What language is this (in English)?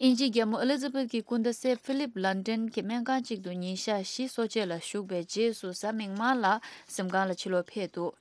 Tibetan